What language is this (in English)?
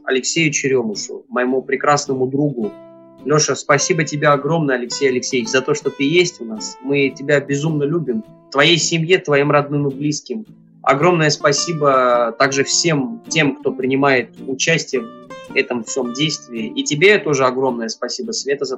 Russian